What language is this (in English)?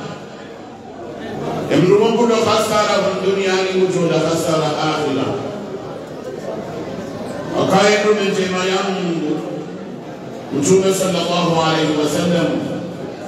Swahili